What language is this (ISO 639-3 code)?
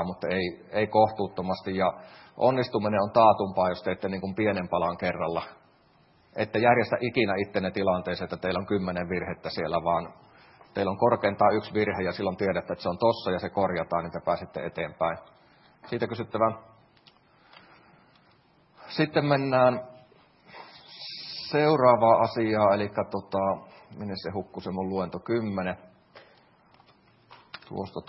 fin